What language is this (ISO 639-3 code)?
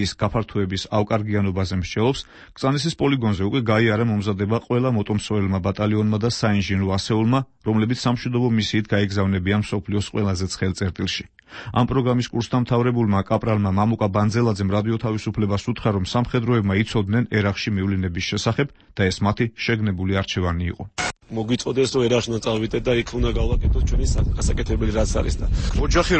kat